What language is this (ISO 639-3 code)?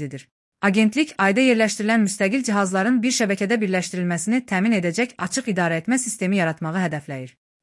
aze